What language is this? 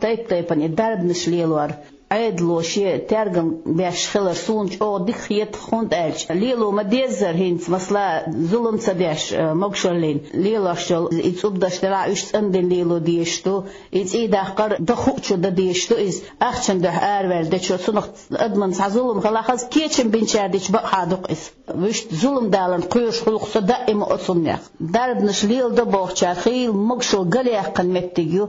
Chechen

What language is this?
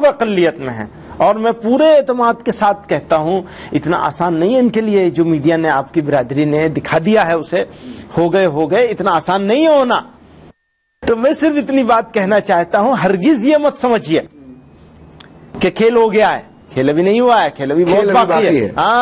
Urdu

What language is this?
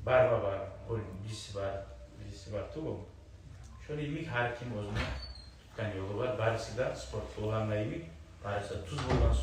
Kumyk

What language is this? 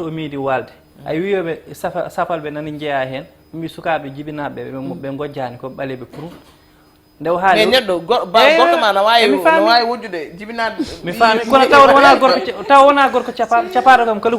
Fula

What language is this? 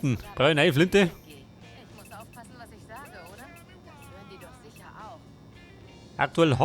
Bavarian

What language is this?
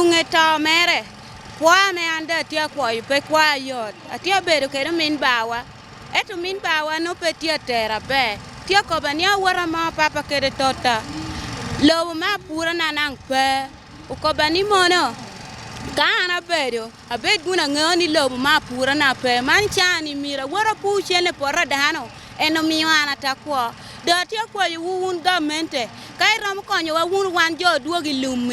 Acoli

